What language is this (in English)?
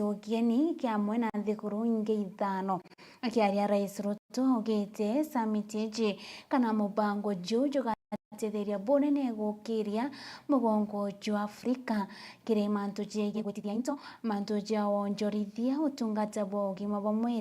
Meru